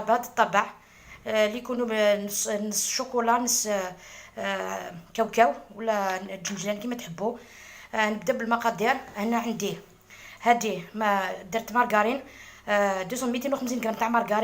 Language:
Algerian Arabic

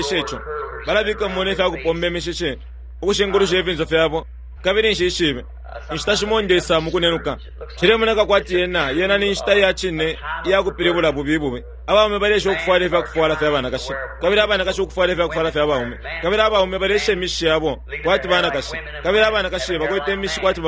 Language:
Bemba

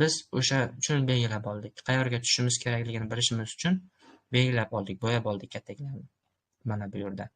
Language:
Uzbek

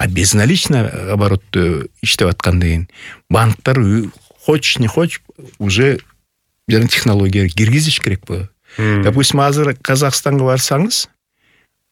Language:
Kyrgyz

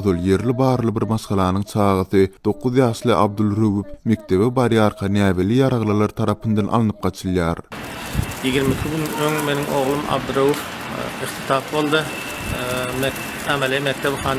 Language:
Turkmen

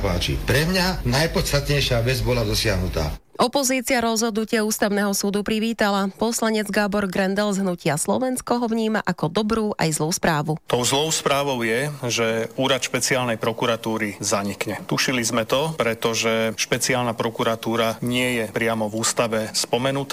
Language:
Slovak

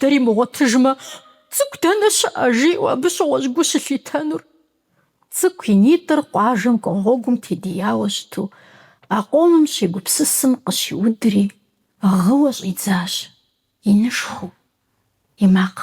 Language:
Kabardian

